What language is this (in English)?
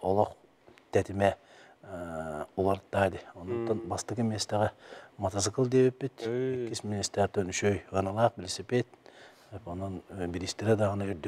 Yakut